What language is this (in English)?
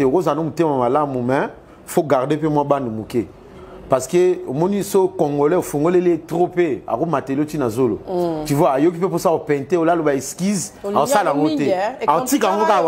Lingala